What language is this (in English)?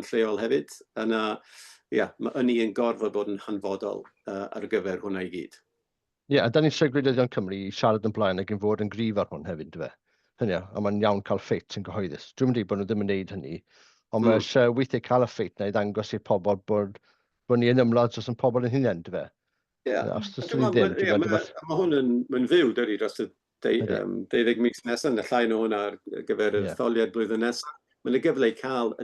Welsh